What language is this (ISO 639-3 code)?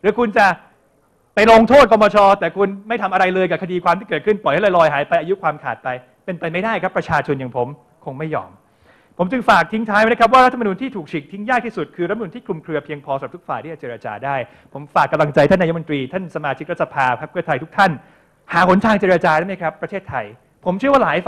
tha